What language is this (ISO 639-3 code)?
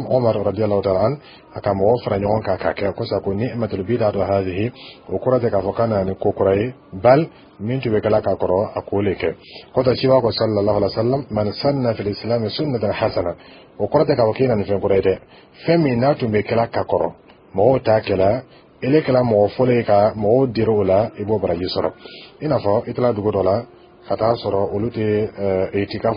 dyu